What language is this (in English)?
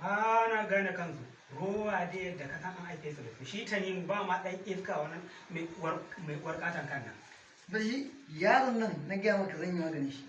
Hausa